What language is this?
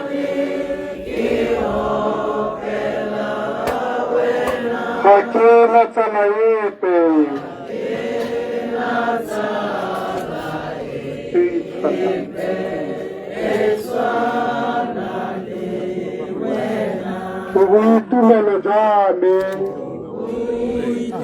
Tswana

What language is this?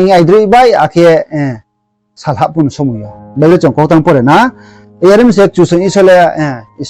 Riang (India)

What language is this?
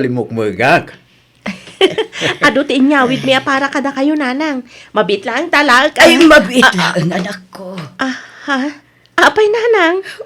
Iloko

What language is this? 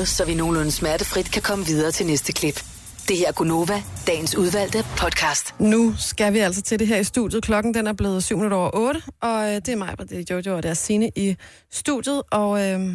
Danish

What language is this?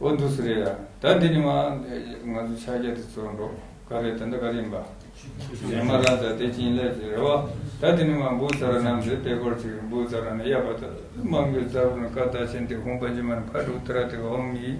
Tibetan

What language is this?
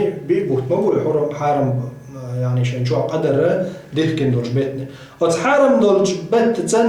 Chechen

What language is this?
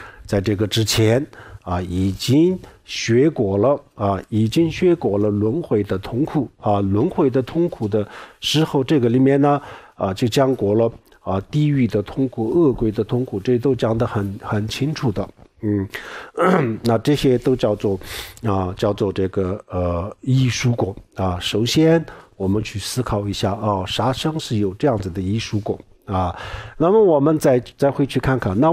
Chinese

